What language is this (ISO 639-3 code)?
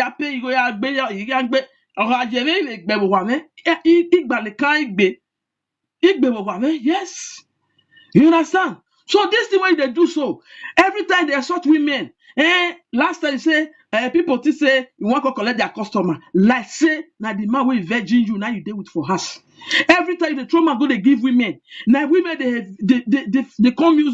pcm